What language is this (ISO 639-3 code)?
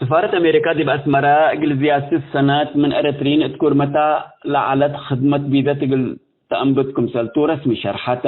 tig